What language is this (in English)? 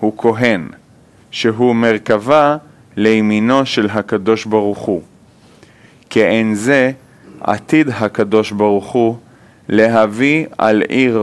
Hebrew